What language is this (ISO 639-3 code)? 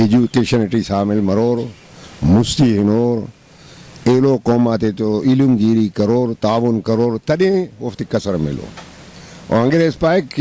brh